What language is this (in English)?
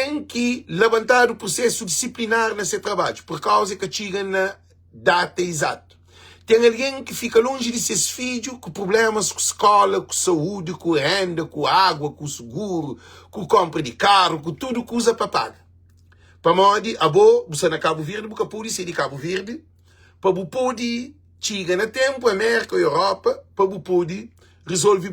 Kabuverdianu